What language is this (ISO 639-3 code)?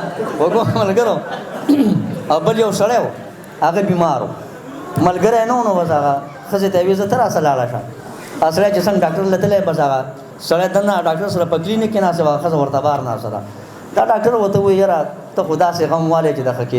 pus